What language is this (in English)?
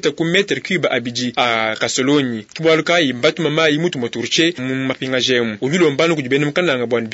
Luba-Lulua